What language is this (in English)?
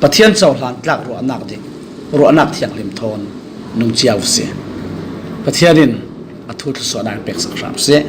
Falam Chin